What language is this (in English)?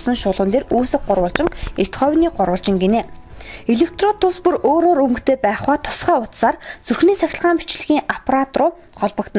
Mongolian